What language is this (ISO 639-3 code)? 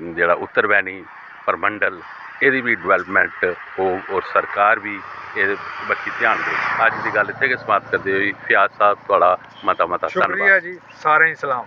doi